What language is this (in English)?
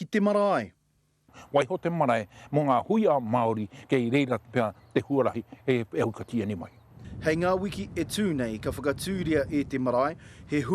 Māori